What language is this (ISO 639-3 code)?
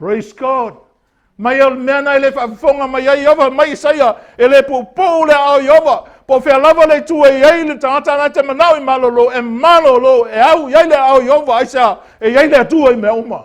smo